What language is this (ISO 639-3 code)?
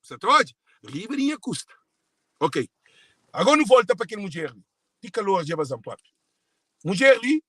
kea